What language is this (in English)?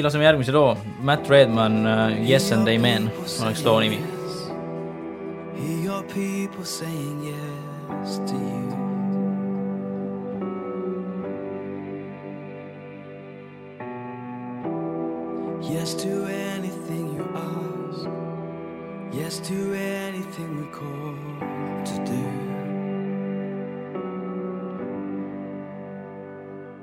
Estonian